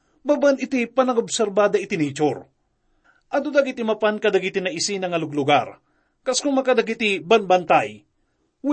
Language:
Iloko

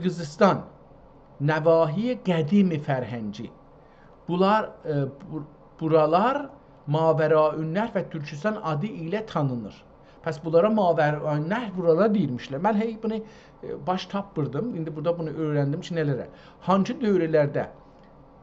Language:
South Azerbaijani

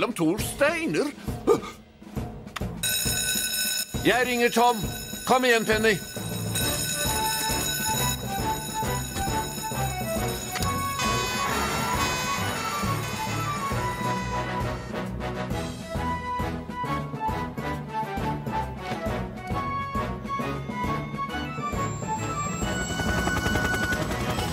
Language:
Norwegian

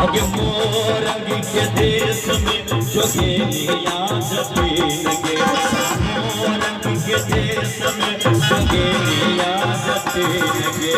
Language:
Maithili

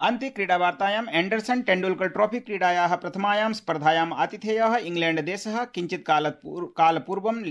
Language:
Sanskrit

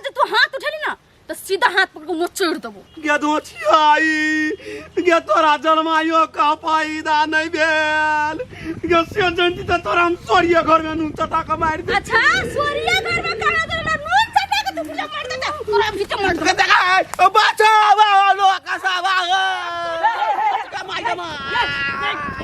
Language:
Maithili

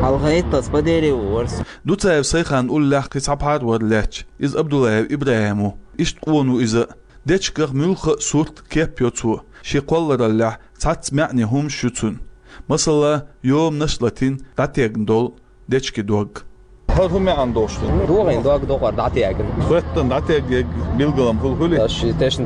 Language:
Chechen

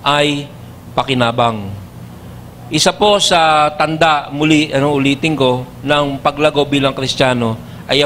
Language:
Filipino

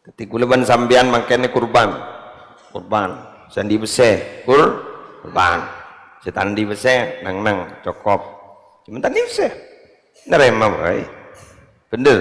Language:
Madurese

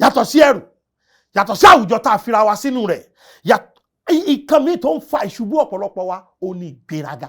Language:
Yoruba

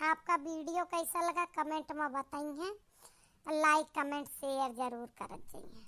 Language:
Awadhi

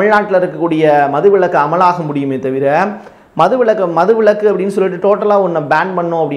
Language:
Tamil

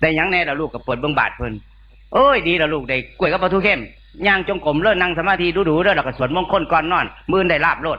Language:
Northeastern Thai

